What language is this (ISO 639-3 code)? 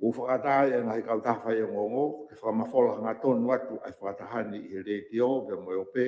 ton